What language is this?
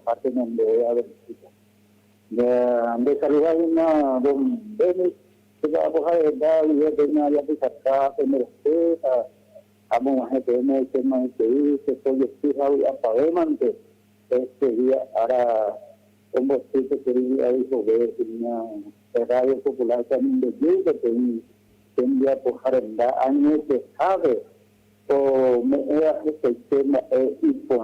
Guarani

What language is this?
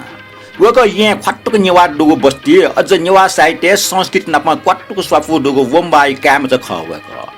Newari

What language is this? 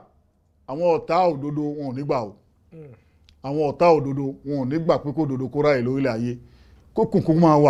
Yoruba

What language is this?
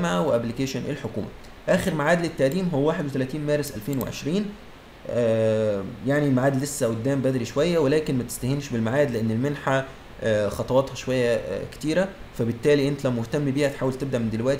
Egyptian Arabic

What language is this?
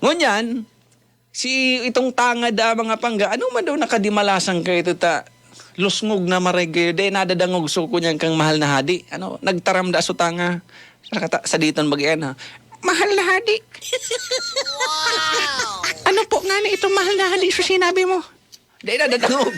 Bikol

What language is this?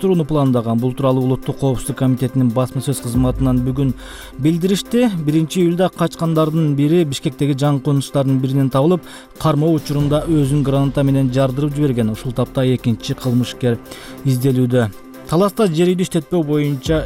Kyrgyz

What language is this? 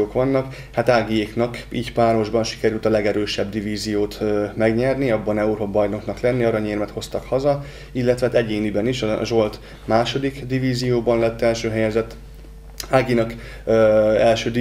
Hungarian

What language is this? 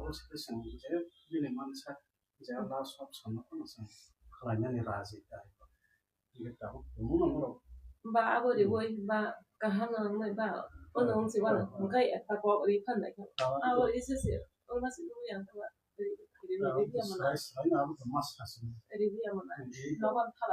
Kok Borok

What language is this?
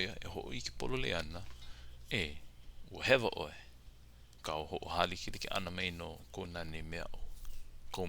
Hawaiian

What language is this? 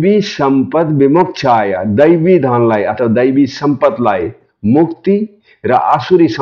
Nepali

